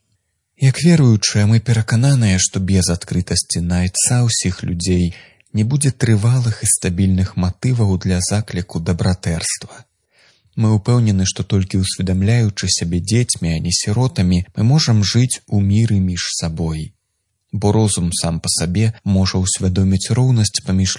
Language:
Belarusian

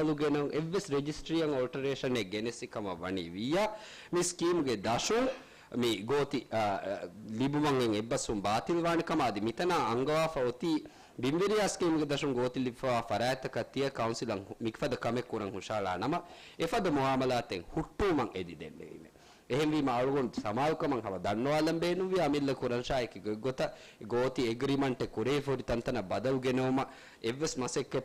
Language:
Divehi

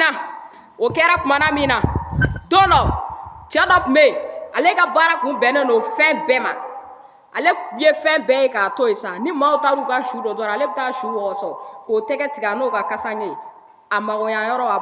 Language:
Bambara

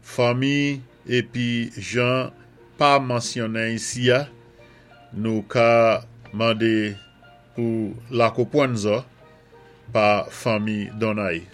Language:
Saint Lucian Creole French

